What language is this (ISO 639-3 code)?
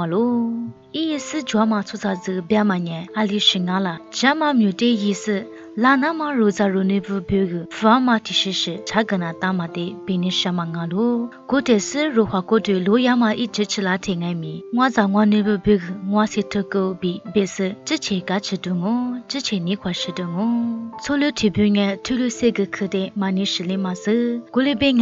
lis